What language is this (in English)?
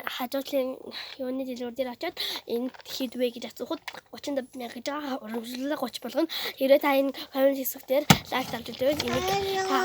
Mongolian